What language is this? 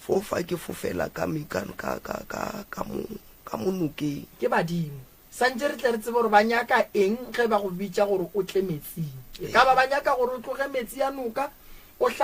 Northern Sotho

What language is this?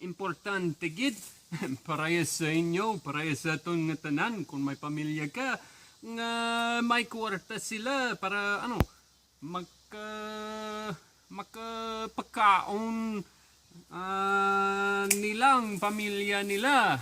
Hiligaynon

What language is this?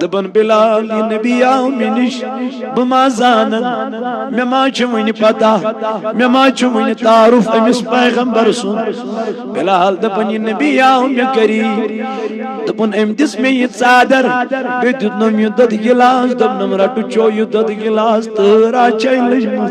Kashmiri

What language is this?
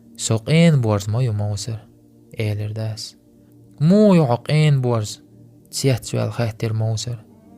Chechen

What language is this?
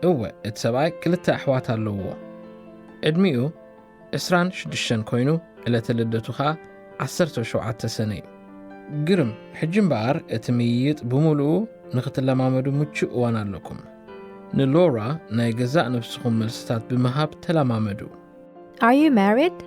Tigrinya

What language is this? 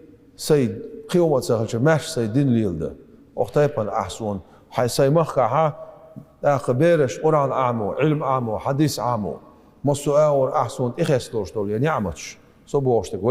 Chechen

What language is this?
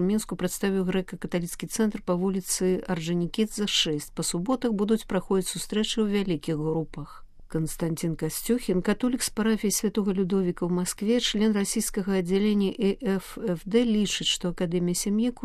Belarusian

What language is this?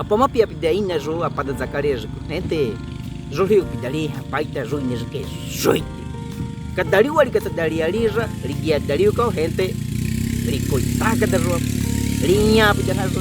Baniwa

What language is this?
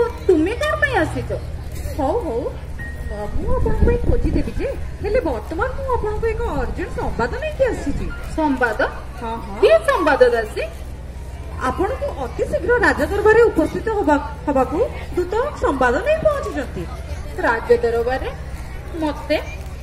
Odia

